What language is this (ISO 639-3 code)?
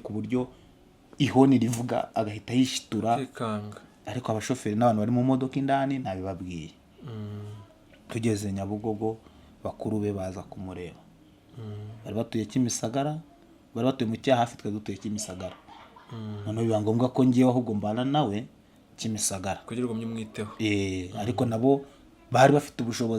kin